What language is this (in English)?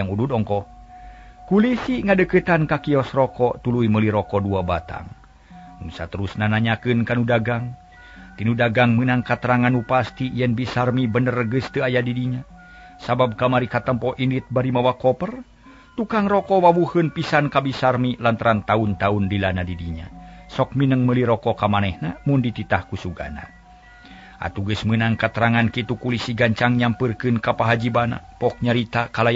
Sundanese